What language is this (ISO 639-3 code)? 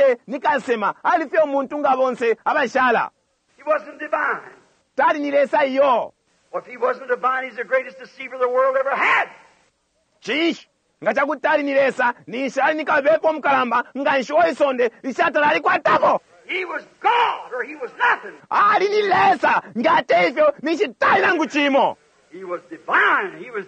bem